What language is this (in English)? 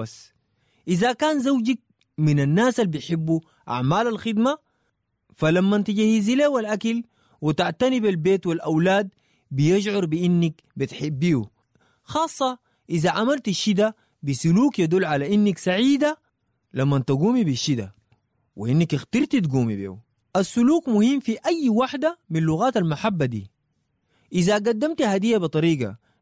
Sudanese Arabic